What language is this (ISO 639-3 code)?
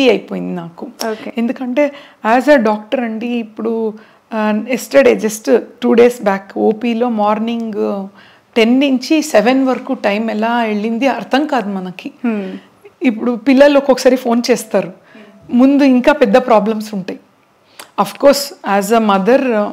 tel